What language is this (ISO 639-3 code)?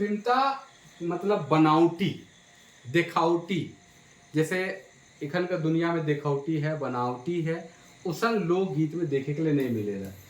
sck